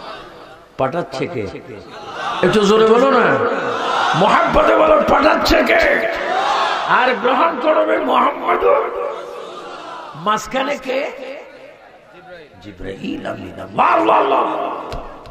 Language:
Bangla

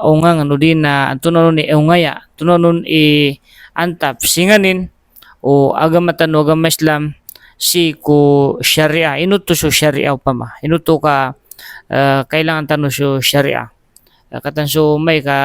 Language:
Maranao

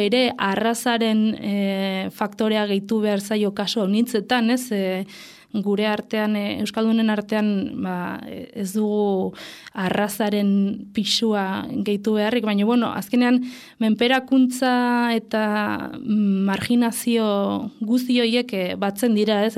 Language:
Basque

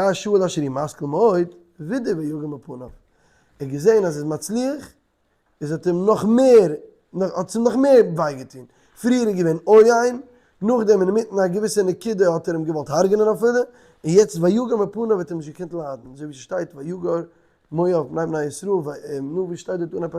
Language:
Yiddish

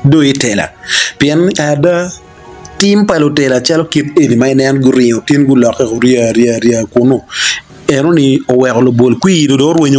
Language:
Acoli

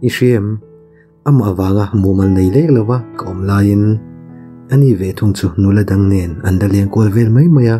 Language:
Mizo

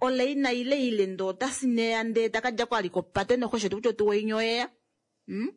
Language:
Kuanyama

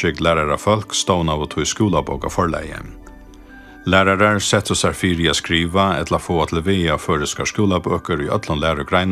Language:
Faroese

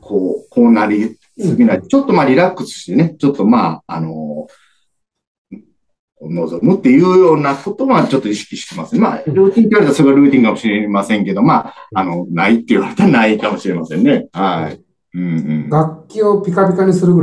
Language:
Japanese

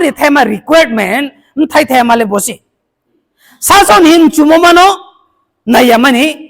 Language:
Riang (India)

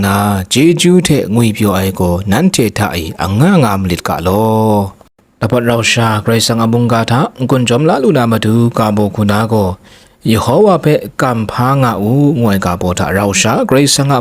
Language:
Kachin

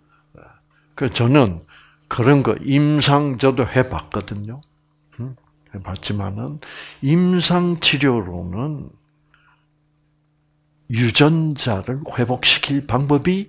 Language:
Korean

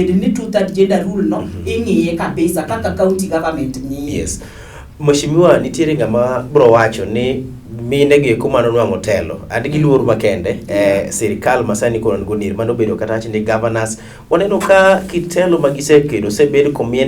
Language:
Luo (Kenya and Tanzania)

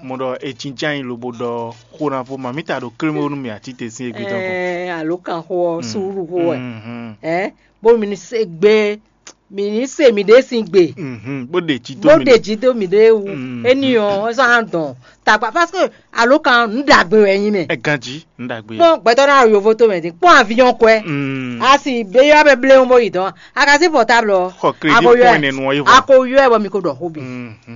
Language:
Fon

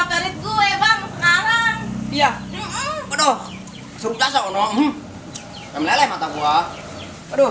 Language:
Betawi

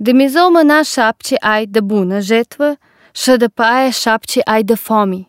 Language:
Albanian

